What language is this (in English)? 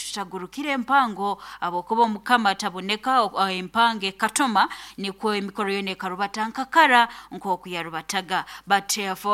Nyoro